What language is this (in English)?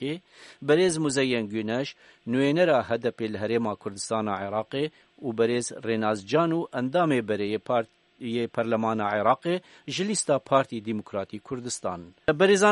Kurdish